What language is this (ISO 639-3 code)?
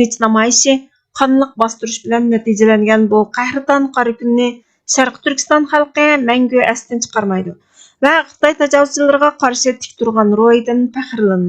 uig